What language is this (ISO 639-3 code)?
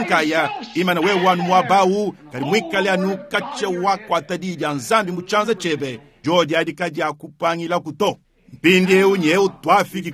lua